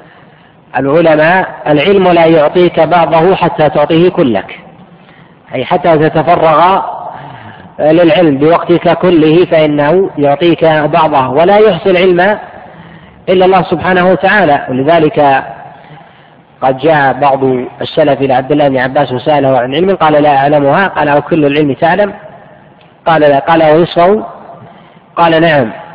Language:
Arabic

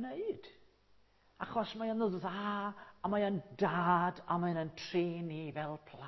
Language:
Welsh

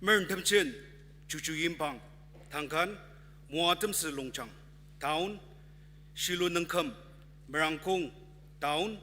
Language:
Ao Naga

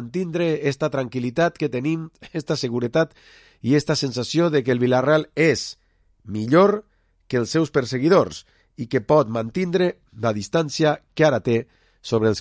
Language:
Catalan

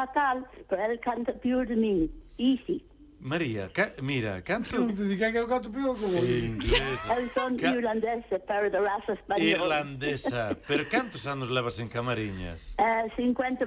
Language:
Galician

